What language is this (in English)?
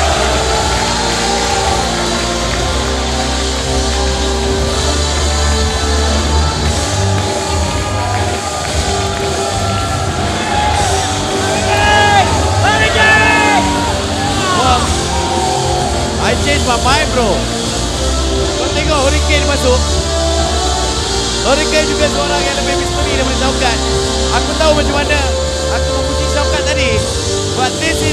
Malay